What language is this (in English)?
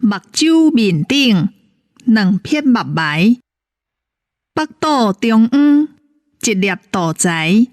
Min Nan Chinese